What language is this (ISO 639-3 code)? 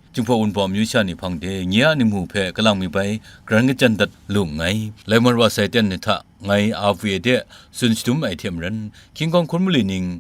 kac